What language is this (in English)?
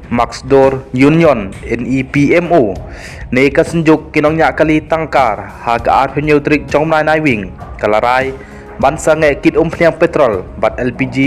Khasi